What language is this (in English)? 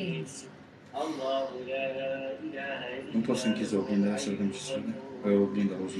Romanian